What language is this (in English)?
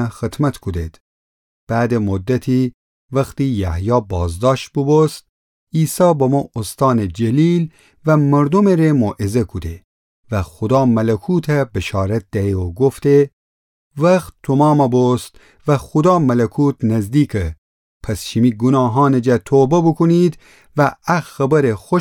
Gilaki